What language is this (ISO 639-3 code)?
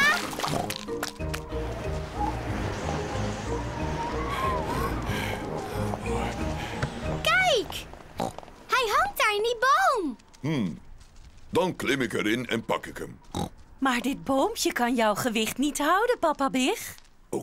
nld